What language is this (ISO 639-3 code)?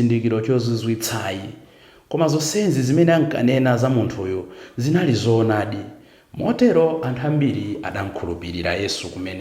nya